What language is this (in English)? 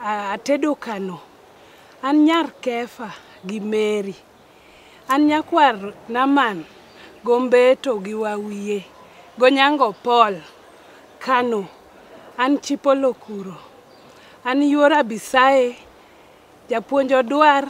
Luo (Kenya and Tanzania)